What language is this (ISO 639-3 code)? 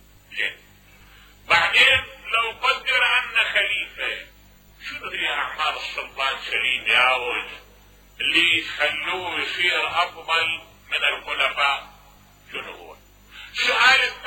acm